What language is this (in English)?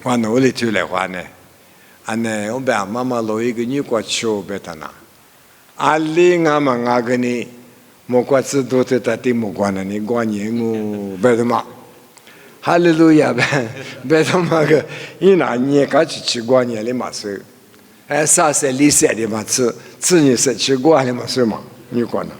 Lisu